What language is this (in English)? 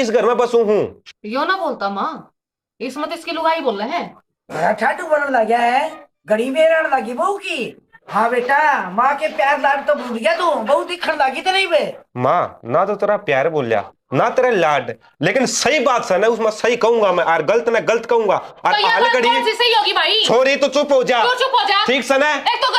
Haryanvi